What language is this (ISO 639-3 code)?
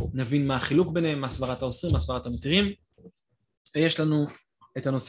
heb